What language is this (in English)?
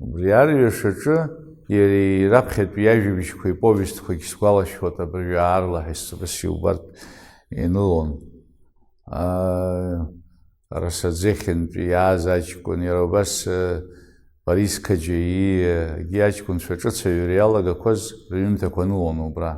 Abkhazian